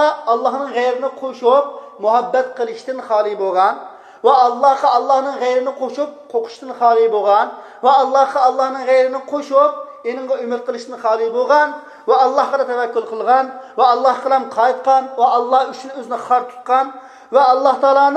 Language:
Uyghur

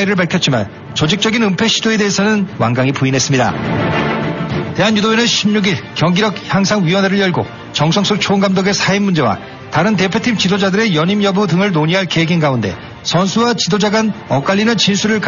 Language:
Korean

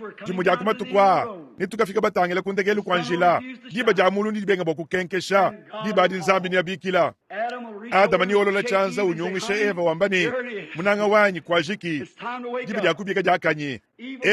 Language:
Luba-Lulua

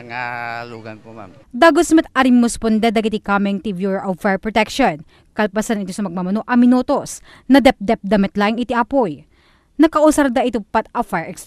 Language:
Iloko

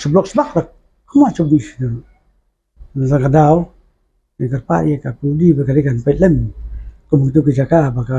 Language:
Khasi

